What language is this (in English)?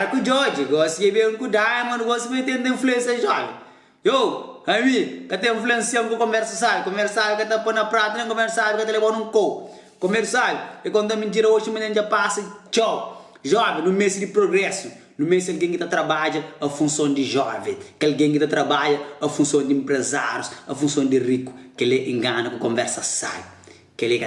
Kabuverdianu